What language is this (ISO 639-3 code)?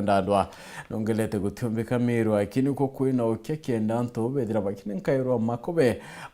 mer